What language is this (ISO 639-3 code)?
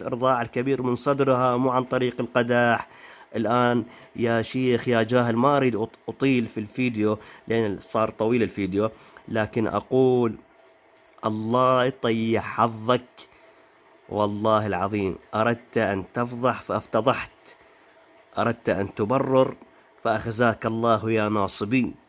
ara